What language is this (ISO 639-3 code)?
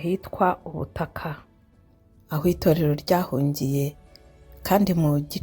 kin